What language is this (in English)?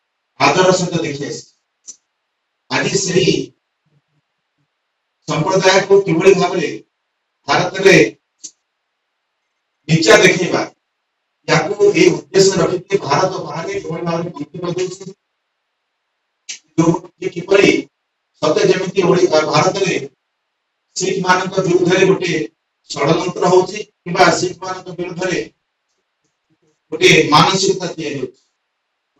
Odia